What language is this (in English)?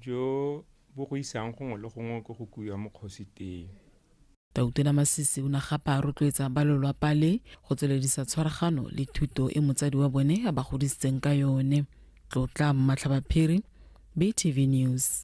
Tswana